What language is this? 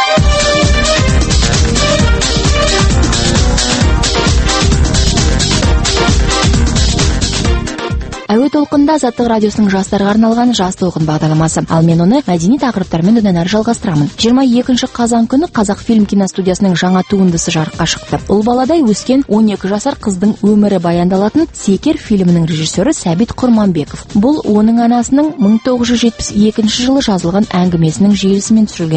Kazakh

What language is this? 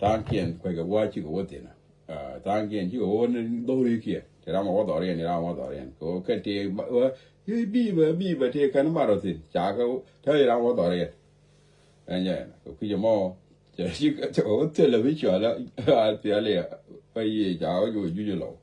Nuer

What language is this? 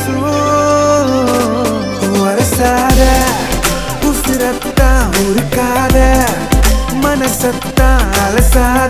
Tamil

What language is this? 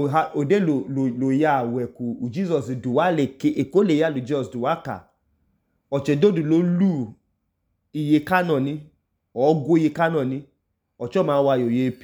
Idoma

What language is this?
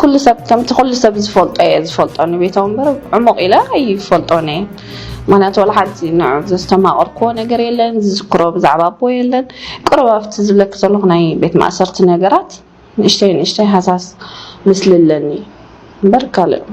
Tigrinya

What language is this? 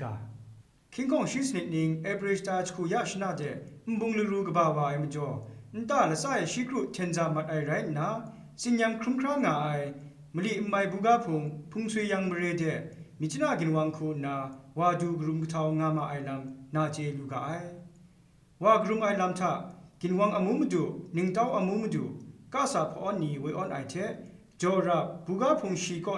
Kachin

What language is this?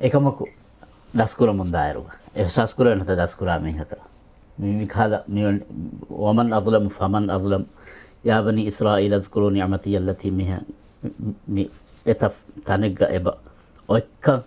Divehi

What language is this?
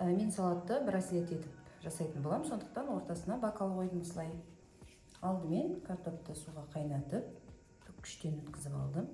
Kazakh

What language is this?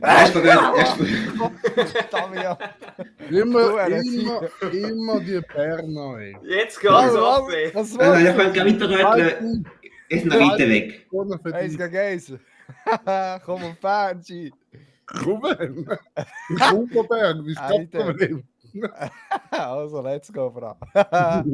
Swiss German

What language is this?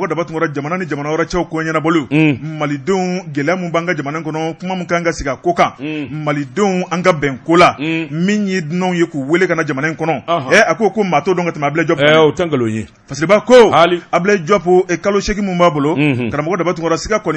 Bambara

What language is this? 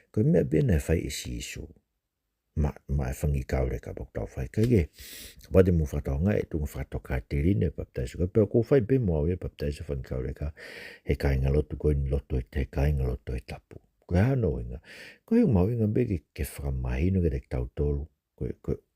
Tongan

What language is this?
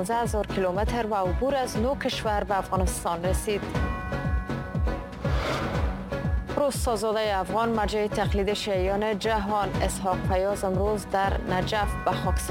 Persian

